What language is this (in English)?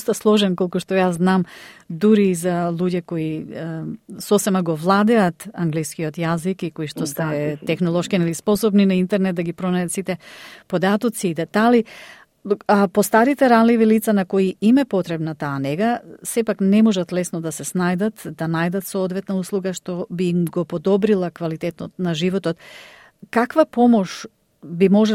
Macedonian